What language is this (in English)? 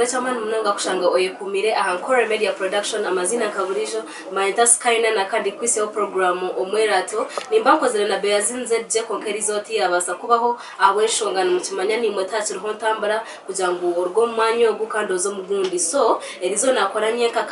Nyankole